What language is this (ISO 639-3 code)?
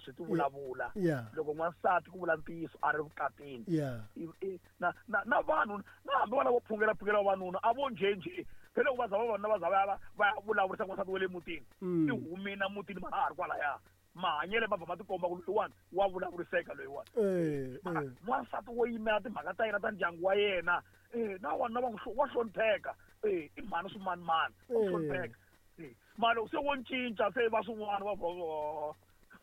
tso